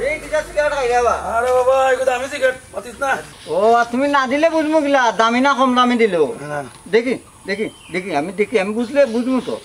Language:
Sylheti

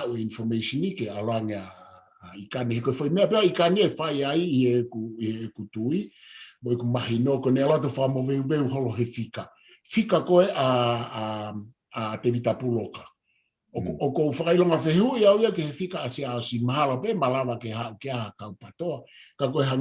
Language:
Tongan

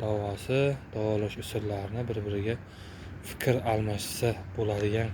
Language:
Uzbek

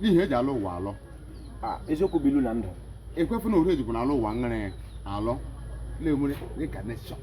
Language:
Igbo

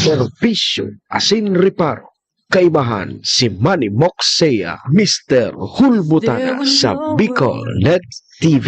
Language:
Bikol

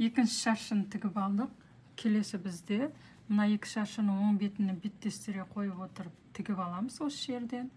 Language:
Kazakh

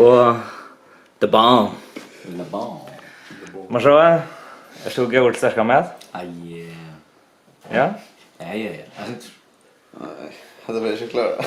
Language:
Faroese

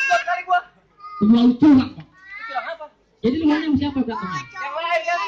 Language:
Betawi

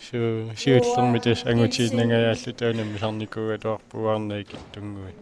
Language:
Kalaallisut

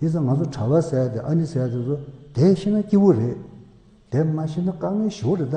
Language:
Tibetan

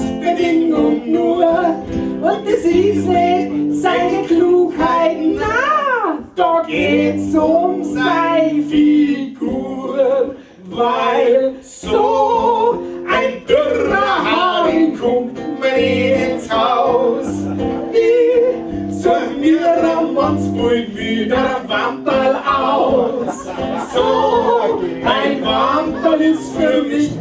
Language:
Bavarian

